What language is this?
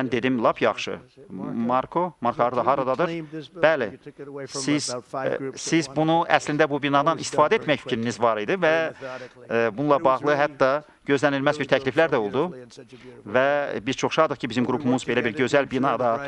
Azerbaijani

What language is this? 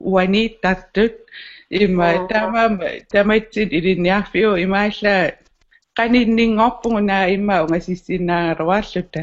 Kalaallisut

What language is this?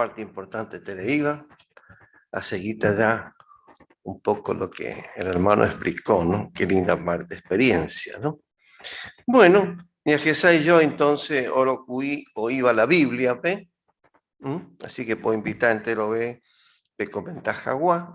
Guarani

